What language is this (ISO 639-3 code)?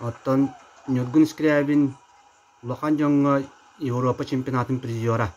sah